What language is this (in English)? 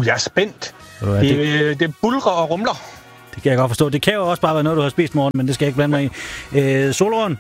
Danish